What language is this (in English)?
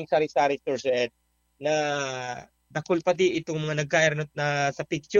Bikol